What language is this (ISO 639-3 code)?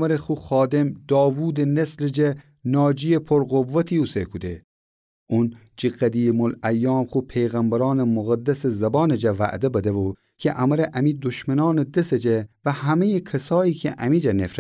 glk